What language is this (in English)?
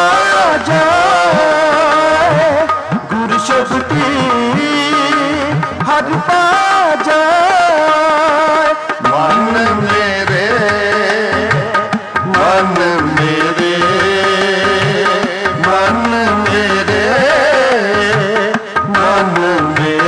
Punjabi